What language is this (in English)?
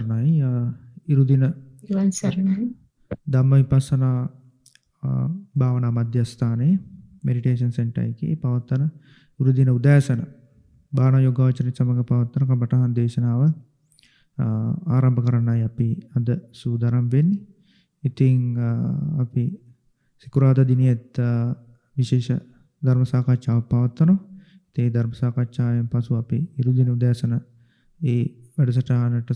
Sinhala